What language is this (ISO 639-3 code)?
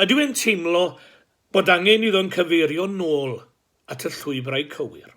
cym